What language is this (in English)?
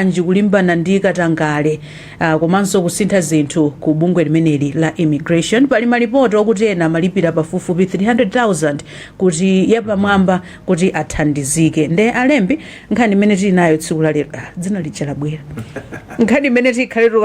Nyanja